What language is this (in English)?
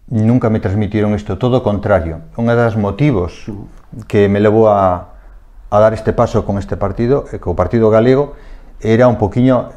Galician